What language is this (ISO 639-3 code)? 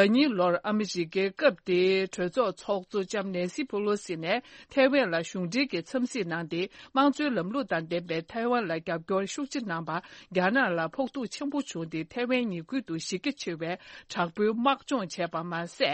bod